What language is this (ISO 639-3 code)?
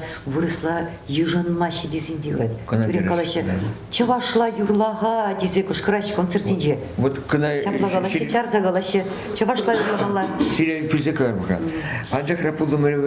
chv